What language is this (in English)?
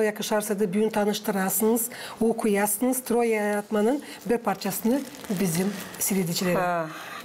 Gagauz